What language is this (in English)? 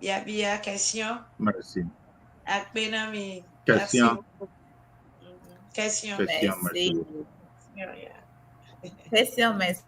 Ewe